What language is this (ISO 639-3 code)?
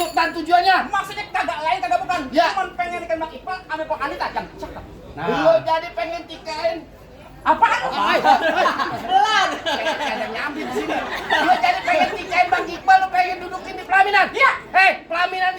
bew